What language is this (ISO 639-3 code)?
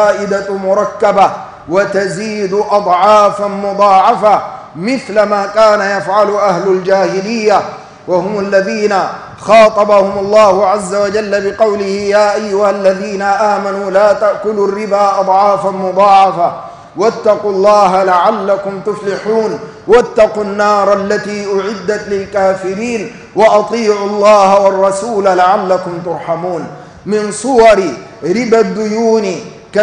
ara